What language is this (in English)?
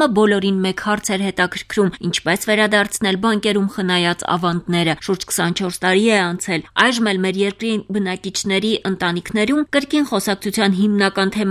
Armenian